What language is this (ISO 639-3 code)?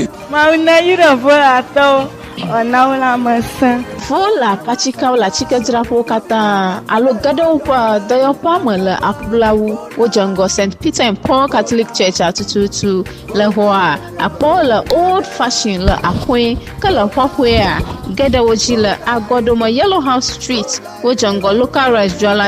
ewe